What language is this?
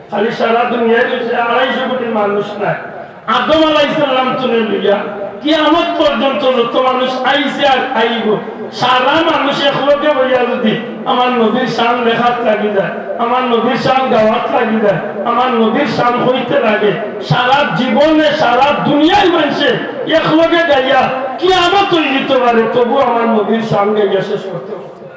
Sylheti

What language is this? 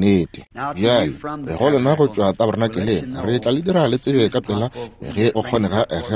Northern Sotho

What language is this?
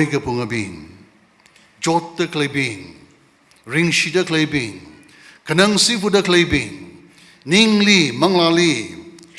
Tangkhul Naga (India)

